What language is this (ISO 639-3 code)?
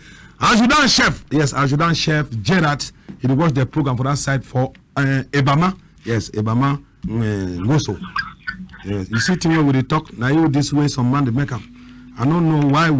wes